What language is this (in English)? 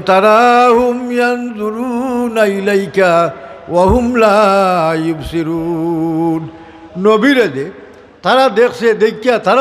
Sylheti